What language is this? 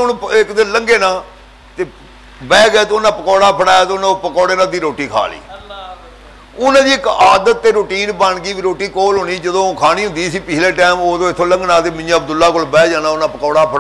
Punjabi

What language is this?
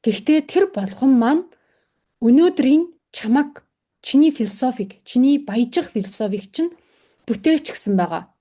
Mongolian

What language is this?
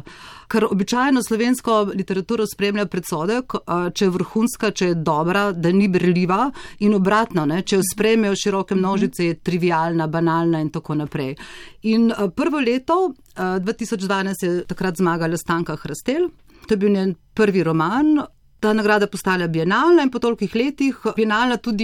Slovenian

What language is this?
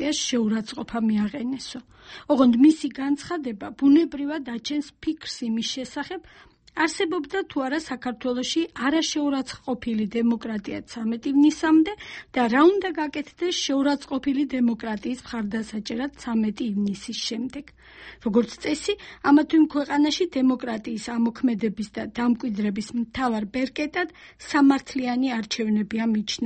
Georgian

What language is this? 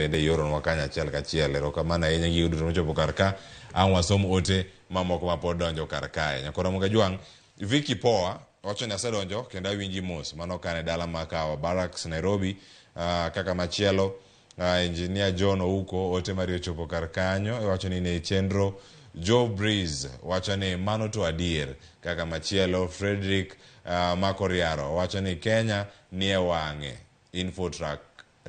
Luo (Kenya and Tanzania)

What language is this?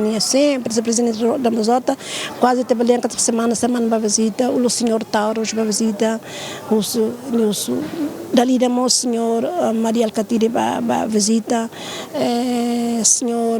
Tetum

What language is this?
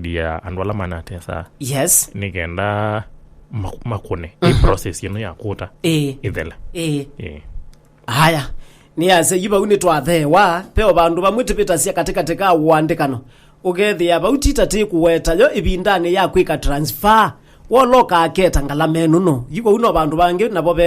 Kamba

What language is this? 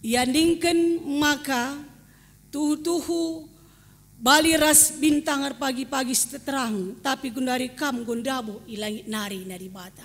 Batak Karo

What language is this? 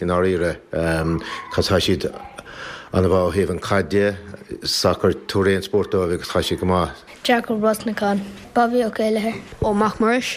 Irish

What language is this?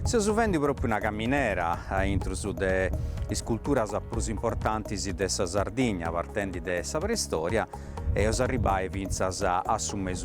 Sardinian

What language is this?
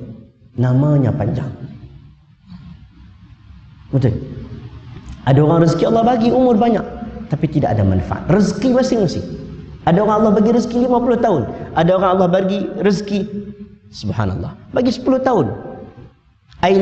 Malay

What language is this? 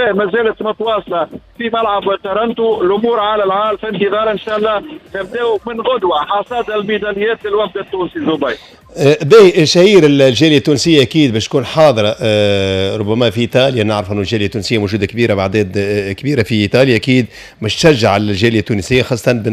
Tunisian Arabic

